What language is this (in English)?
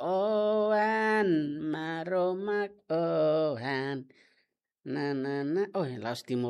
Tetum